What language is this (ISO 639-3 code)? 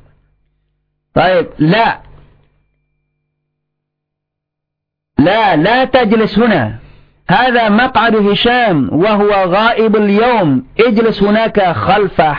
ind